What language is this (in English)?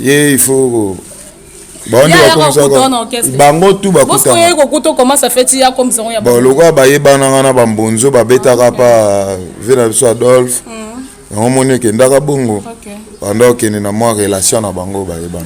Lingala